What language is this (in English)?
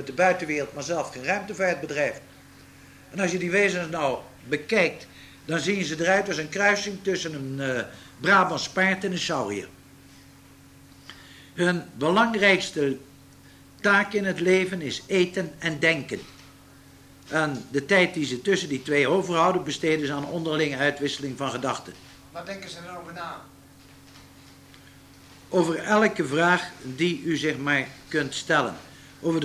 Dutch